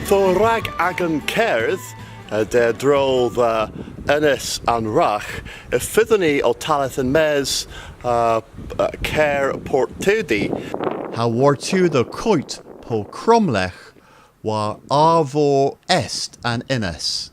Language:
Cornish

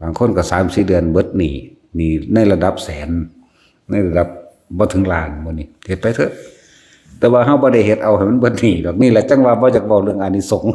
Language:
Northeastern Thai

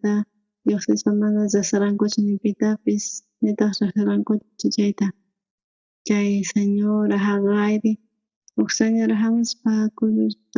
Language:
South Bolivian Quechua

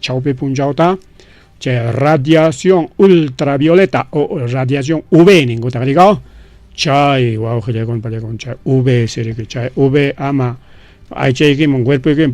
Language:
Ayacucho Quechua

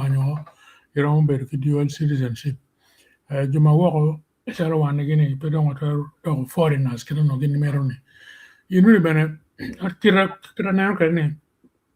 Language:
Acoli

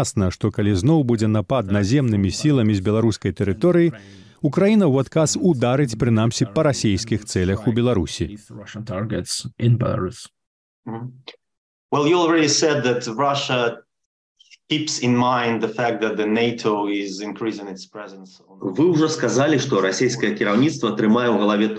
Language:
Belarusian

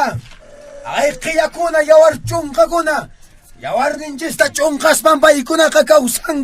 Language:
Quechua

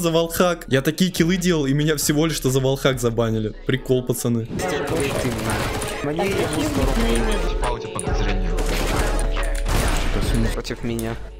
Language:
Russian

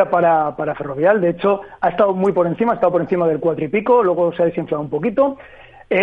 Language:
Spanish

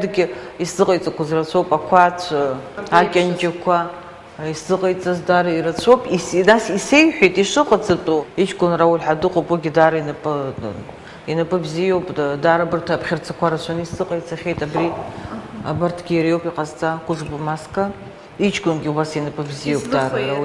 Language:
Abkhazian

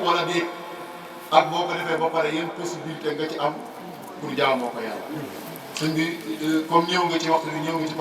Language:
Wolof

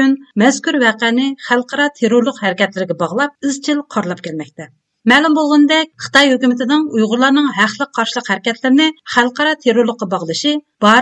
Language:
Uyghur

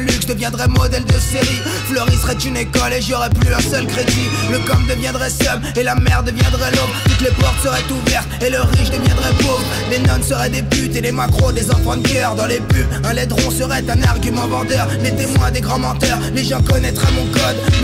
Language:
French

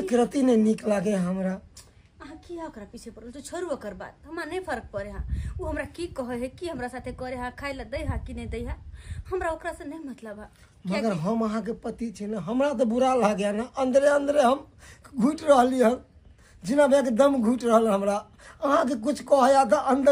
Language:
Maithili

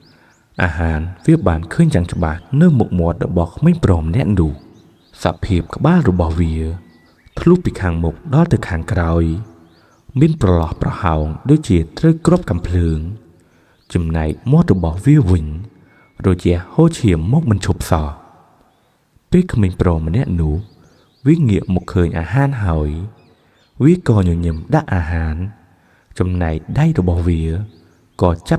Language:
Khmer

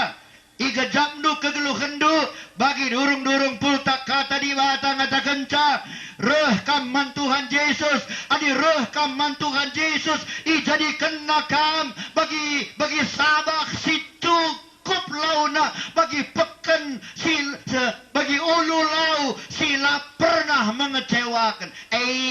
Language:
Batak Karo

